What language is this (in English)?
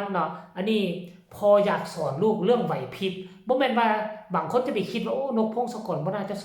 Northeastern Thai